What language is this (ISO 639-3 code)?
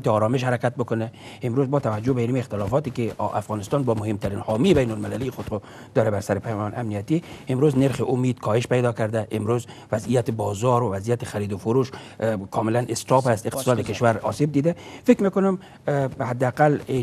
fas